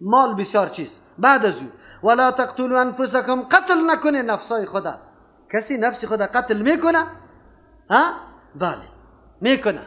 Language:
Persian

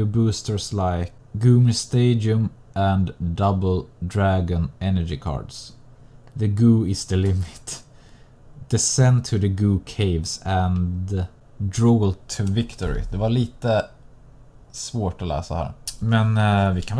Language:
Swedish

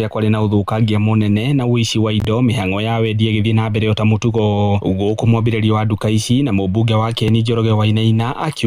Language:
Kikuyu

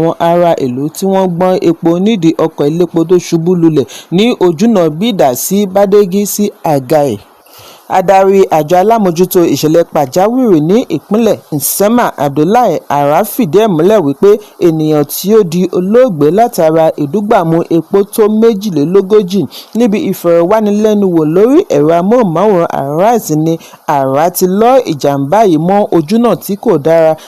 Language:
Yoruba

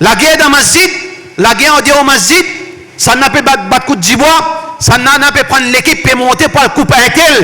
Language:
Morisyen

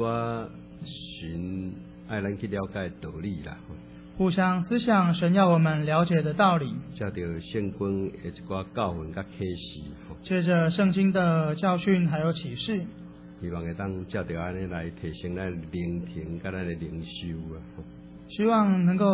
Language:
Min Nan Chinese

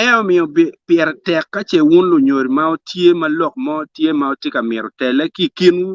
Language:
Acoli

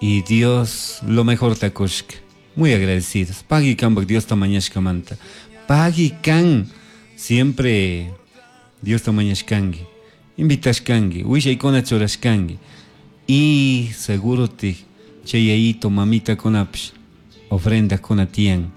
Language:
Chimborazo Highland Quichua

